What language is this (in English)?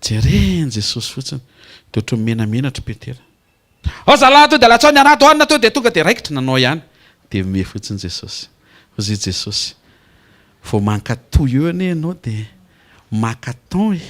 Malagasy